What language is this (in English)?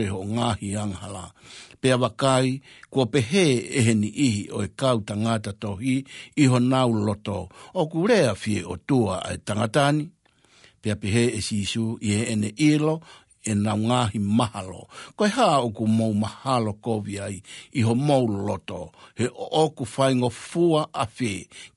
Tongan